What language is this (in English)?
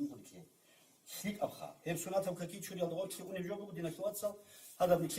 Avaric